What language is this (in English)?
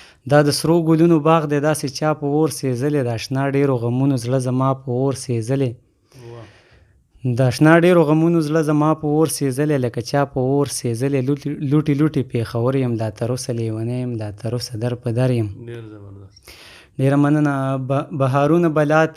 Pashto